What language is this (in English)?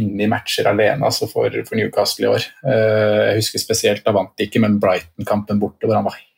Norwegian